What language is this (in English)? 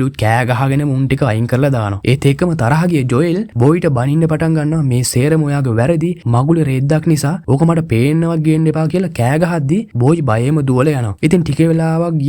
Sinhala